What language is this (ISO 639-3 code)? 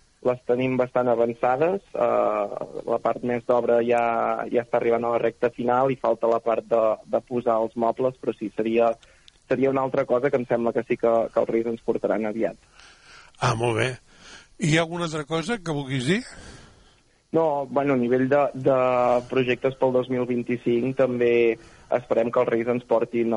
cat